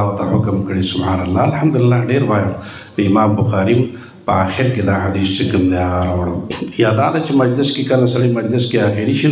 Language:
Pashto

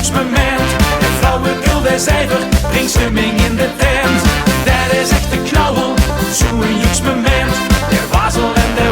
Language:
Limburgish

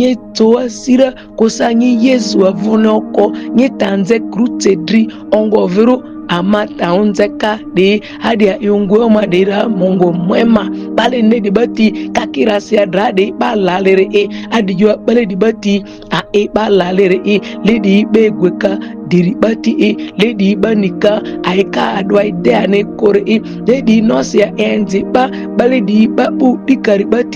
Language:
Ma'di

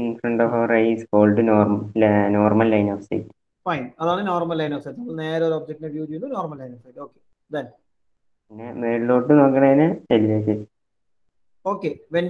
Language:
Malayalam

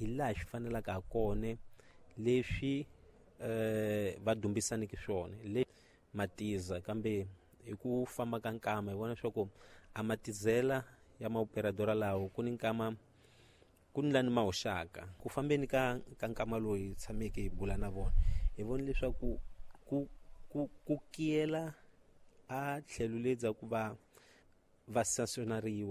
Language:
Tsonga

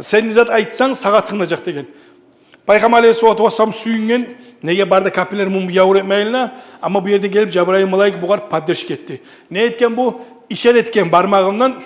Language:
Kumyk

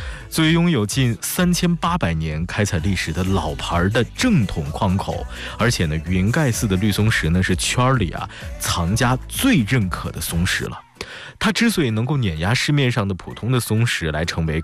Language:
Chinese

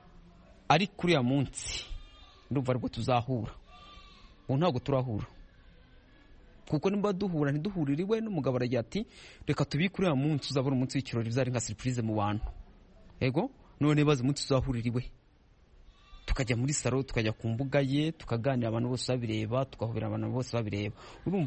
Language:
Kinyarwanda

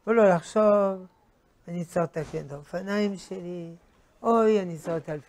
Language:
Hebrew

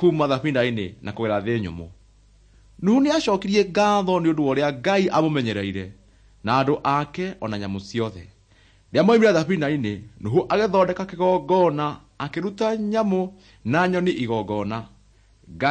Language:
Kikuyu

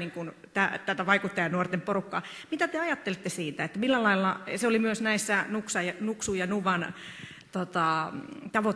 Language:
Finnish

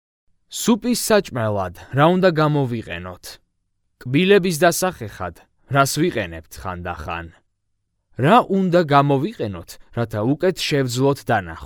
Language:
Georgian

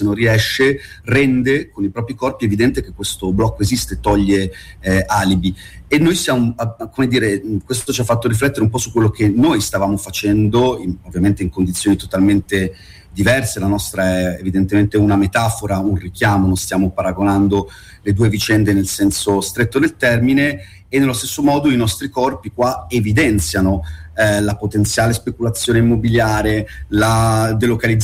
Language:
Italian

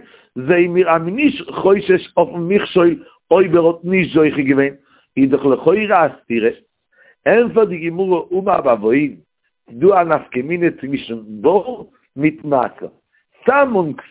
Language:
Yiddish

